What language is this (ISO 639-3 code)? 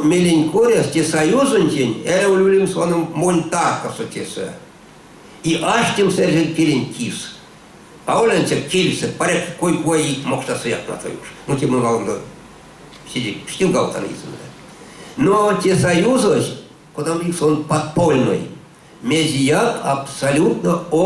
myv